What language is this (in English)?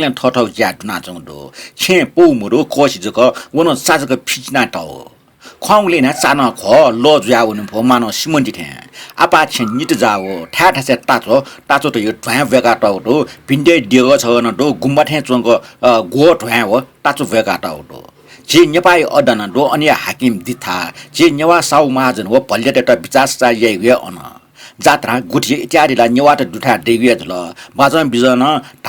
Newari